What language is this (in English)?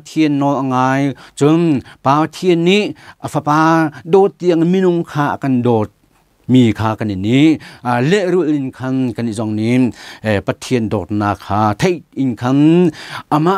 Hakha Chin